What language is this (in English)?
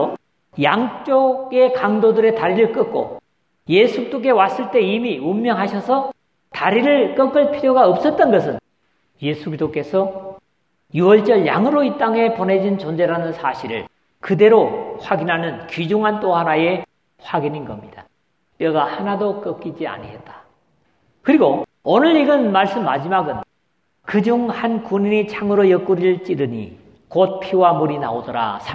Korean